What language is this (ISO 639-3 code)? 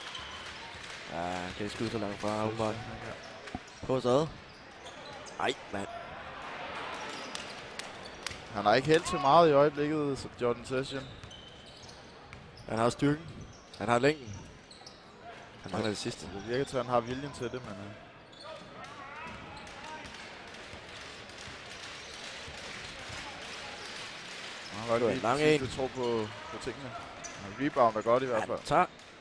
dan